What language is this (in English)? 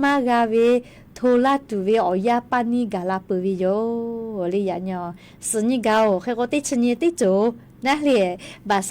Lahu